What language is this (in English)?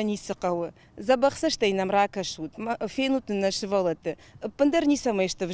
Ossetic